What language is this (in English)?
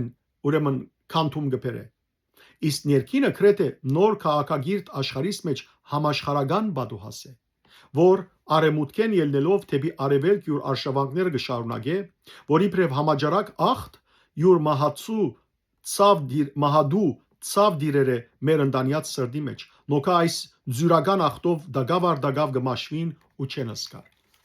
Western Armenian